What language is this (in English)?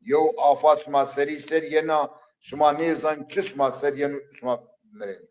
Zaza